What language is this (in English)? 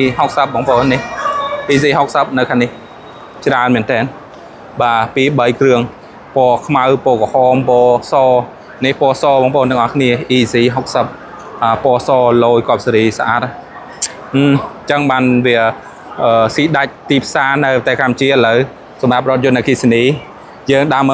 Khmer